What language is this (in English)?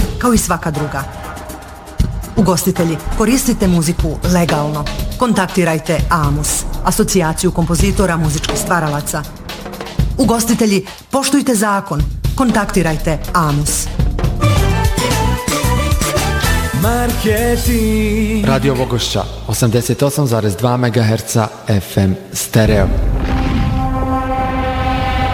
Bosnian